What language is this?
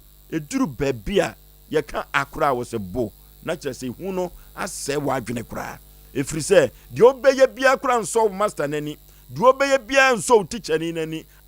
Akan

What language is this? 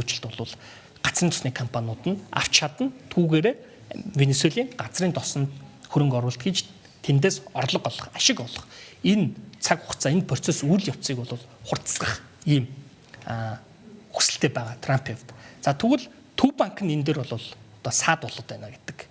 Mongolian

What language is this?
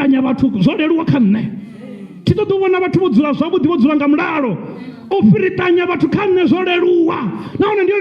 Venda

